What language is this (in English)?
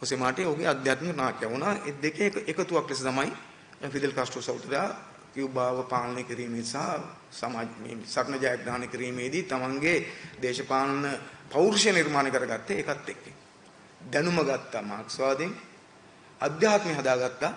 Sinhala